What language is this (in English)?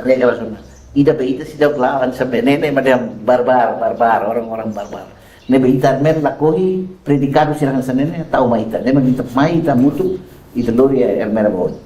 Tetum